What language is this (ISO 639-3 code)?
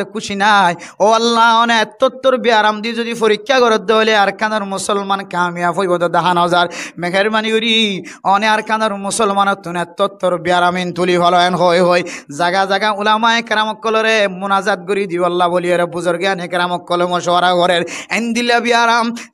rhg